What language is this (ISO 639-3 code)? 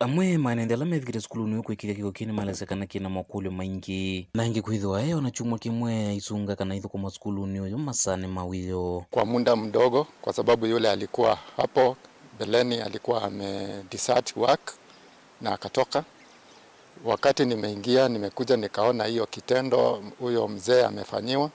kam